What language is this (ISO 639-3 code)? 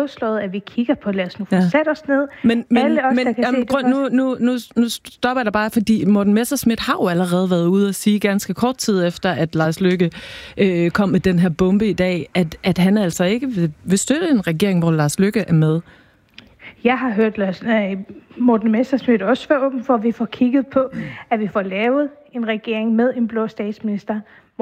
dan